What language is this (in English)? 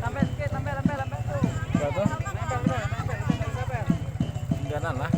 Minangkabau